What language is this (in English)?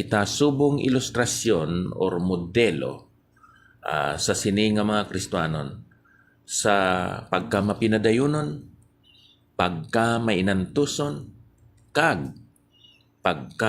Hiligaynon